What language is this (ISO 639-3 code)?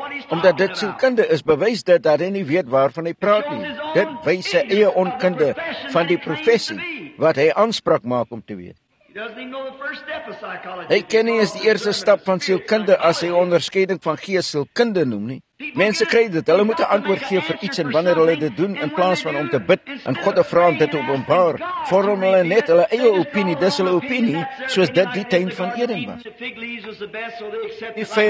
afr